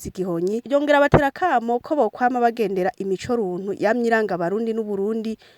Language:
Rundi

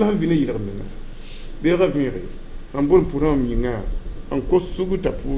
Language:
Mossi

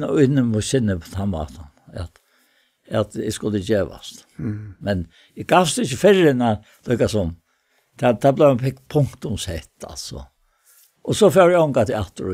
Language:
Faroese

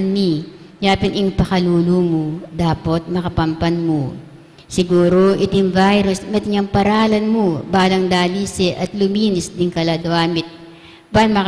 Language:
Pampanga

